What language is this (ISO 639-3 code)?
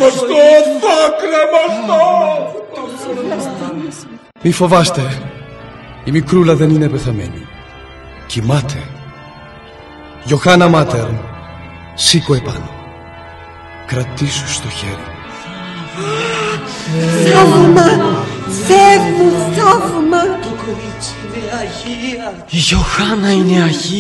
ell